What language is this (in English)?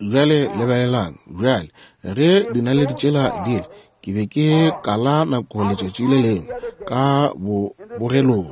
Northern Sotho